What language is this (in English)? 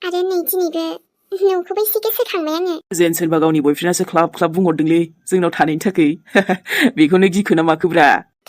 Bodo